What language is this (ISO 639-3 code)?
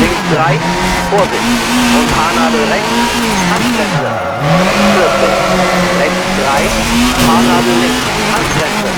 bar